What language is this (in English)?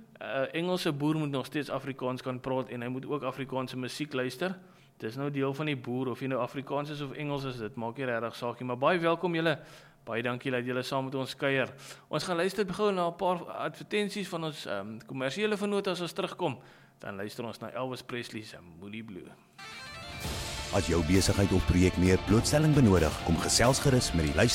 Afrikaans